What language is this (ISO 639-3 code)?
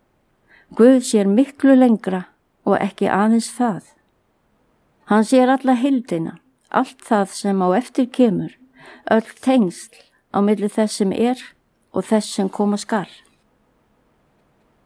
isl